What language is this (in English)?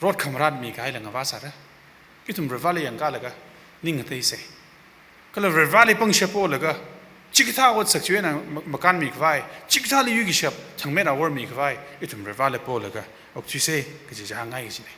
Tangkhul Naga (India)